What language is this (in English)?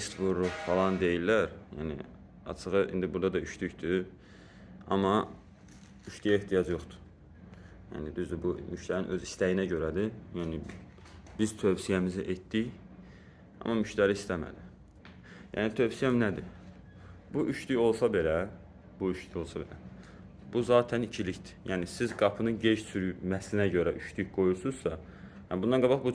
Azerbaijani